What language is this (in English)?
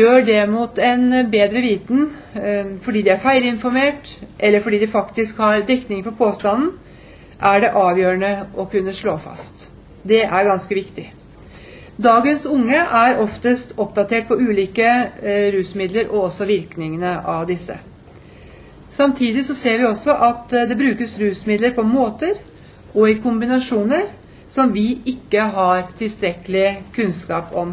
Norwegian